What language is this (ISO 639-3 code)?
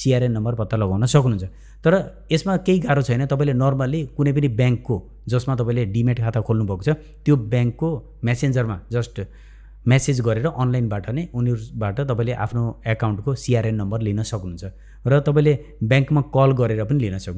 nep